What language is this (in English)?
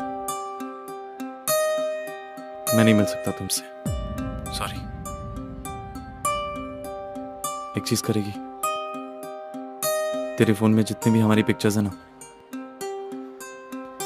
Hindi